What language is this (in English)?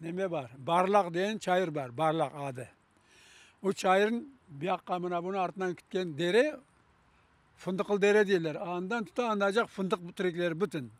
Crimean Tatar